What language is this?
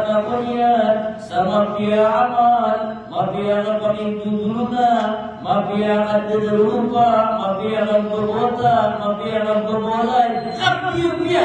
Maranao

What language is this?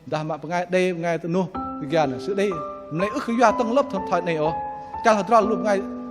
Bahnar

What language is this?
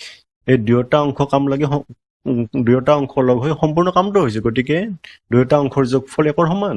Assamese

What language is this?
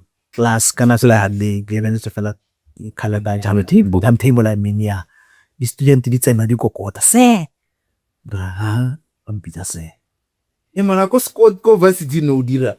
Tswana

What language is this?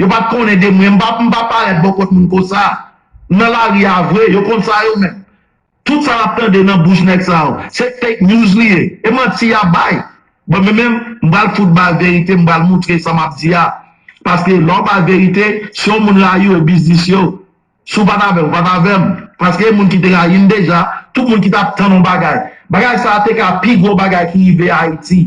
Haitian Creole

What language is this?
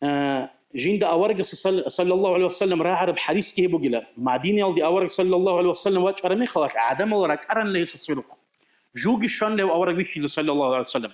Avaric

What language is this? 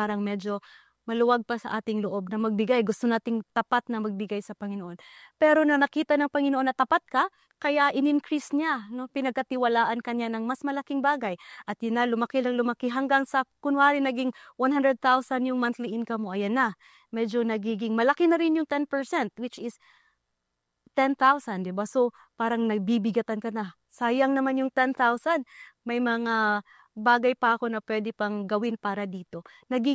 Filipino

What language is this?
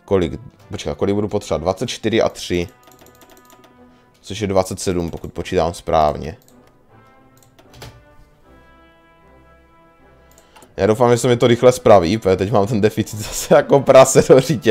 Czech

